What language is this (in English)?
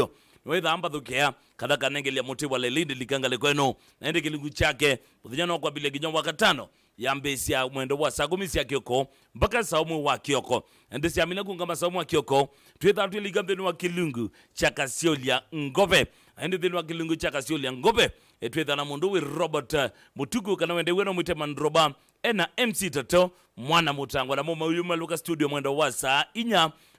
Kamba